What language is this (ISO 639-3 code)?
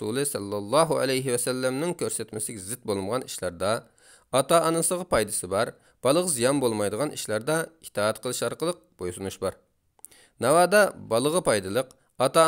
uig